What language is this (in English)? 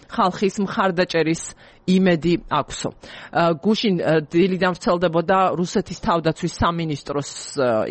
Georgian